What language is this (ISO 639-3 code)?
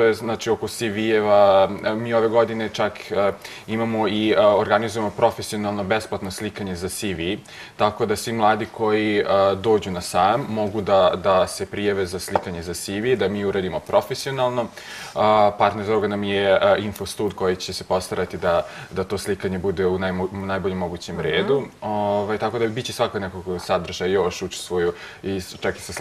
srp